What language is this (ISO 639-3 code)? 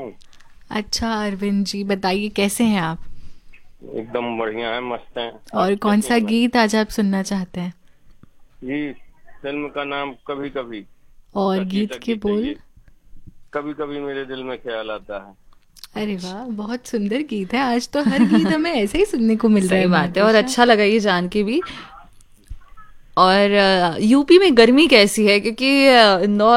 hin